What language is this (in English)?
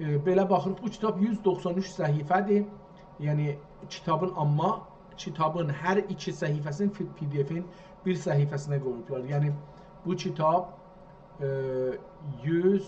South Azerbaijani